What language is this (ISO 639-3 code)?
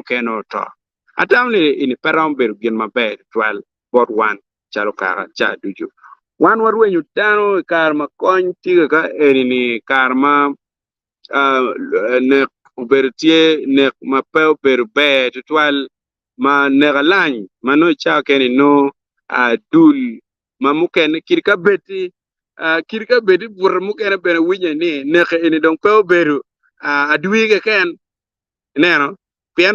ach